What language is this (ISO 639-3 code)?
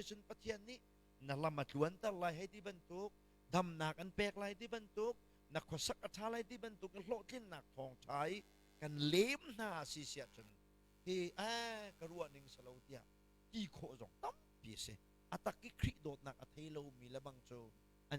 cnh